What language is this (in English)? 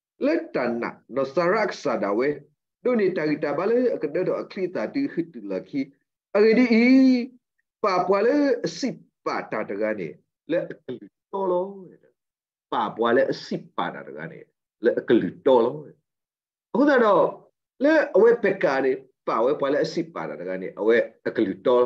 S'gaw Karen